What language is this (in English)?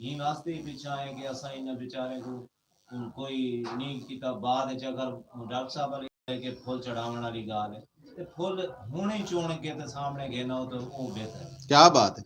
Saraiki